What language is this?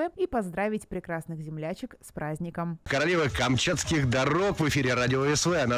Russian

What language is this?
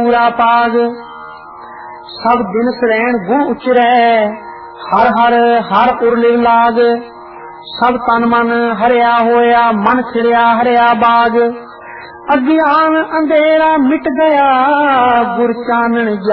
Punjabi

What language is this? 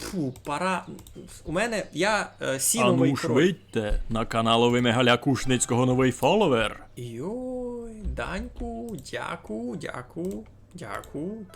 Rusyn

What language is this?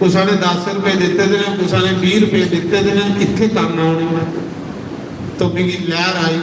Dogri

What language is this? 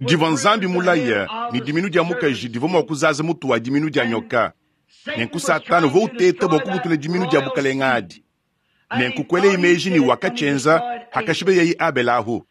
Luba-Lulua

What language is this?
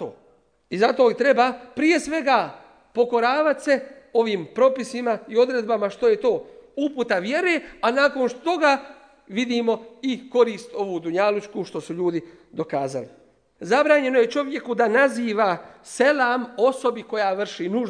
Bosnian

